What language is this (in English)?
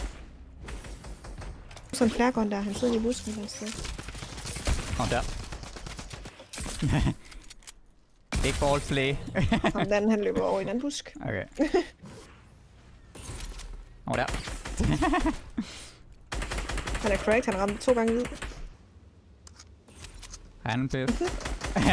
Danish